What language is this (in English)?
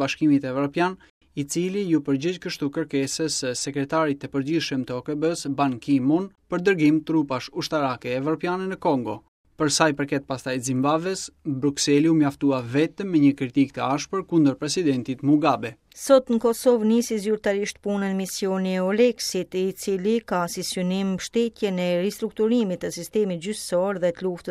Albanian